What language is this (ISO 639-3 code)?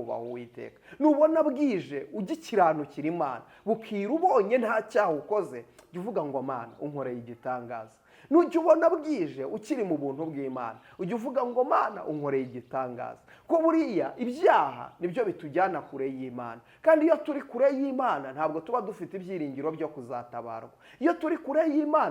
kin